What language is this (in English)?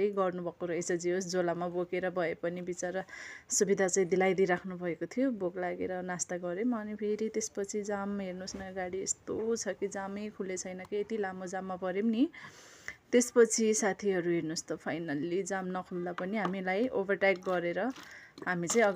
Nepali